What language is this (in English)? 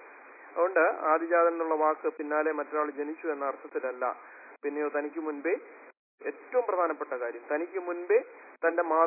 Malayalam